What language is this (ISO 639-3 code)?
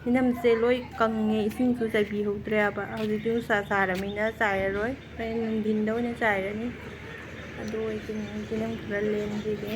mni